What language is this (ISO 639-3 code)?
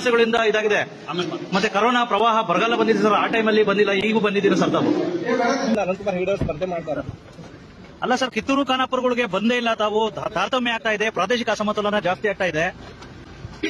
kan